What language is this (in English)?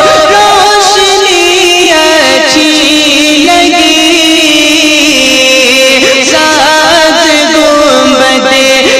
Urdu